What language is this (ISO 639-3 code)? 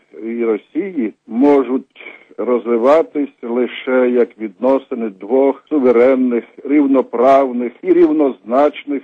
ukr